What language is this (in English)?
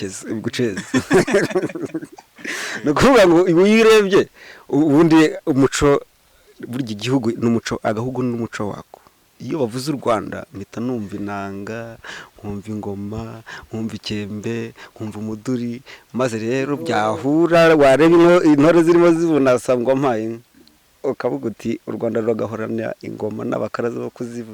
Kinyarwanda